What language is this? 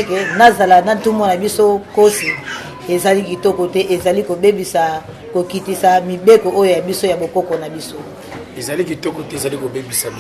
Lingala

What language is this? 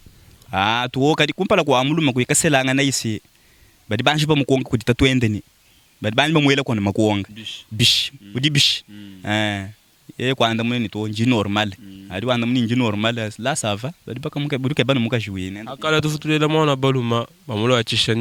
Luba-Lulua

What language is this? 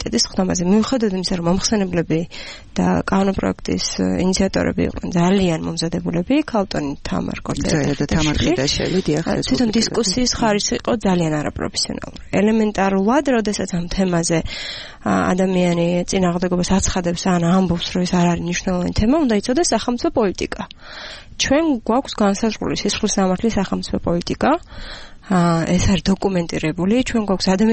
Georgian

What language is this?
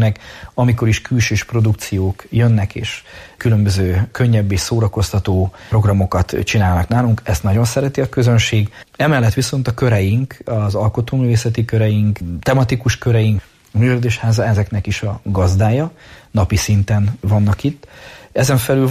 Hungarian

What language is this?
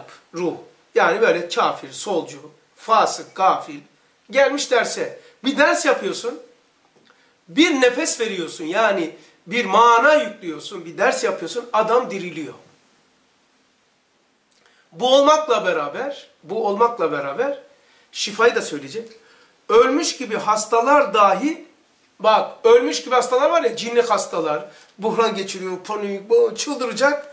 Turkish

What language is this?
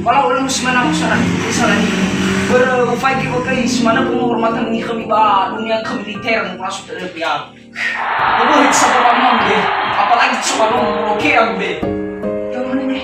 Nias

